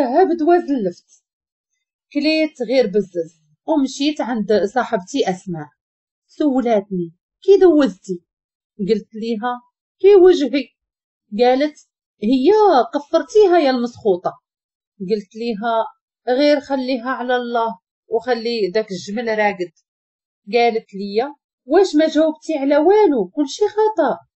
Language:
Moroccan Arabic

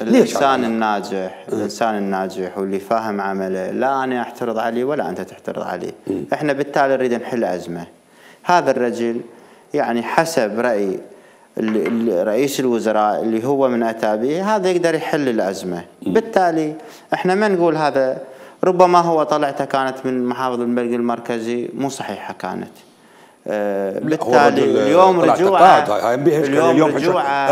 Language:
Mesopotamian Arabic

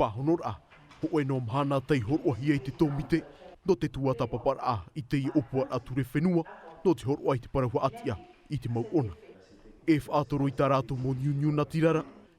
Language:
Tahitian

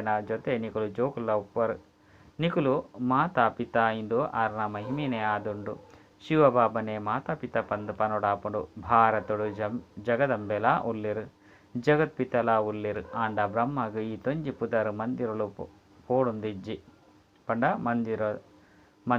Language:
Tulu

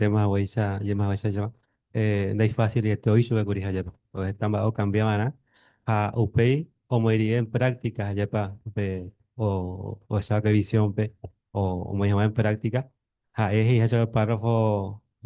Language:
Guarani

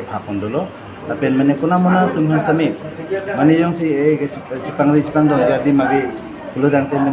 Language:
Karbi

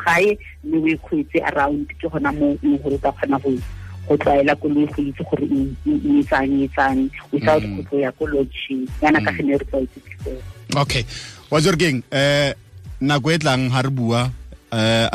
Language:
Tswana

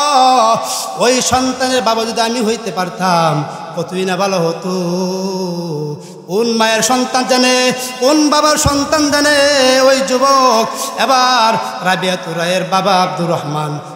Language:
Bangla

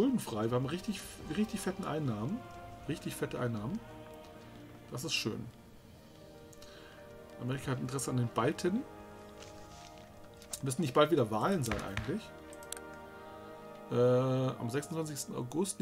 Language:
German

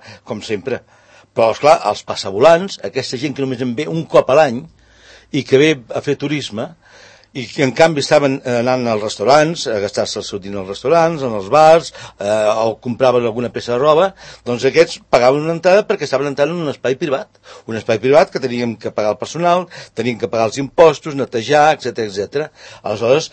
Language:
Catalan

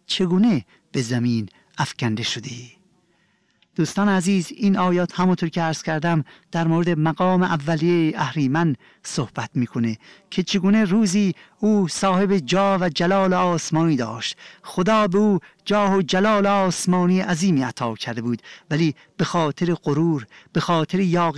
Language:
Persian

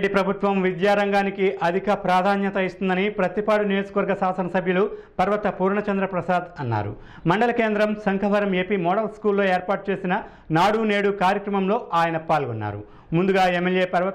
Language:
Telugu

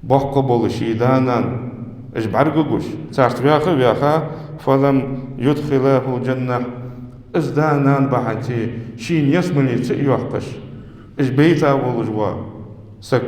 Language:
Ingush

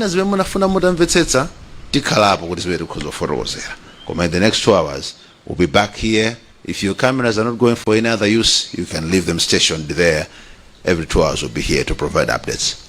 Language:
Nyanja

